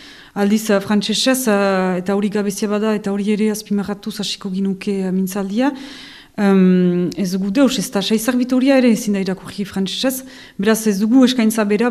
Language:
Basque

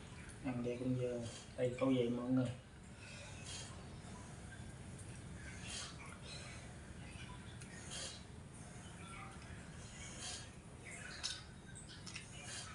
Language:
Vietnamese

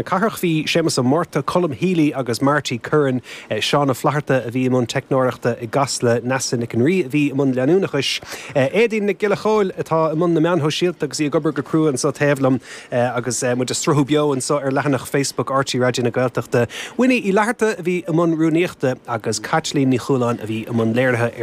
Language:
Irish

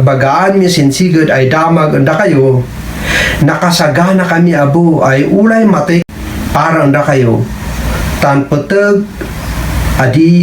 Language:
Kankanaey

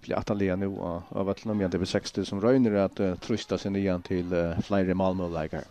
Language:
Faroese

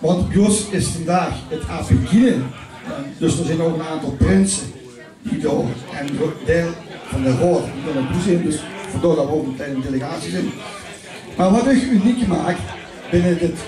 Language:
Limburgish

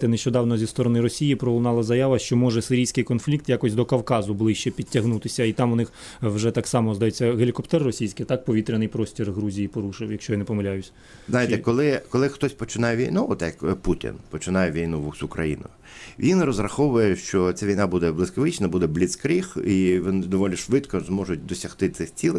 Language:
Ukrainian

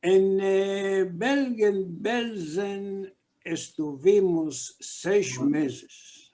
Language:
Ladino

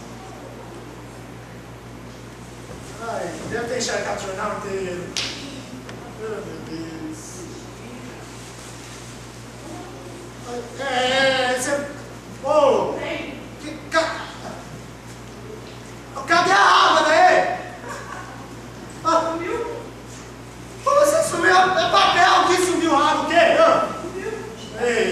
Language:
Portuguese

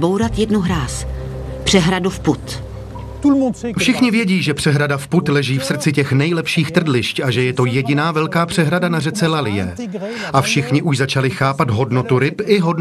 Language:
Czech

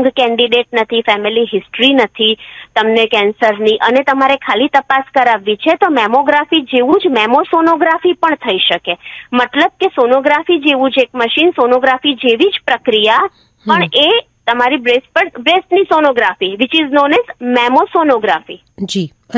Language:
Gujarati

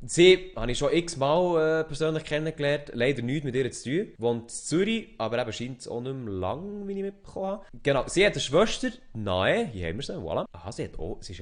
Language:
Swiss German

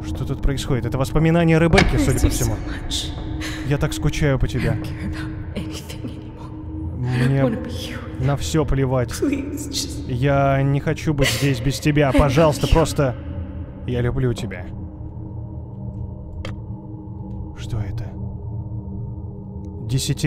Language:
Russian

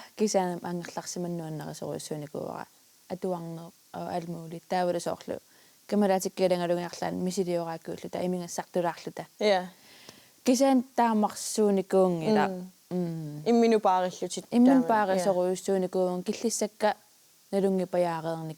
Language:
Kalaallisut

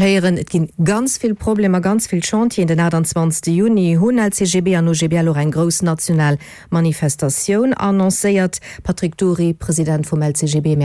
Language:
Luxembourgish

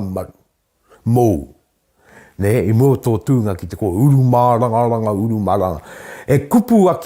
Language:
Māori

